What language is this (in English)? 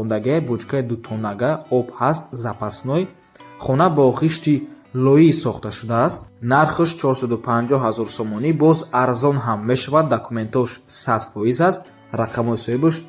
Tajik